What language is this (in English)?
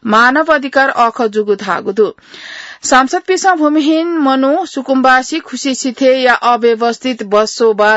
Newari